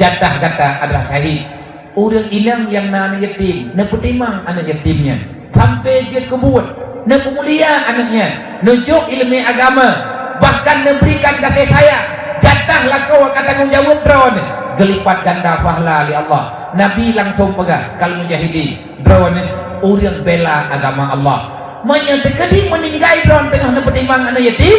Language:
Achinese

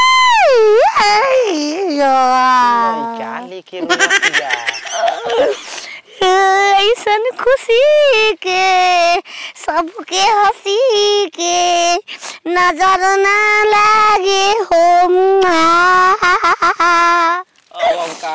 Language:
Bhojpuri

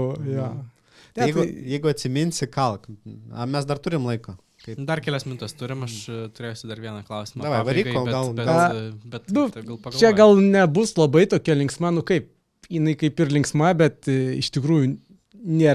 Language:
Lithuanian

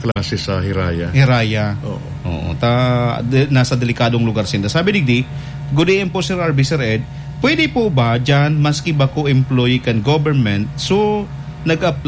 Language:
Bikol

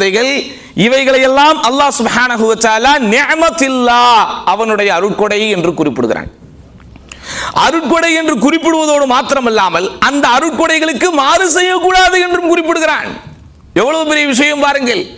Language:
Tamil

